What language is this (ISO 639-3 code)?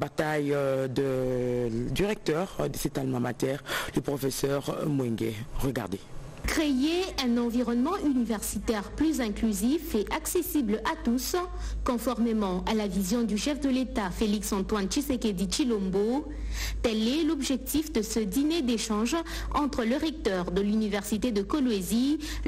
fra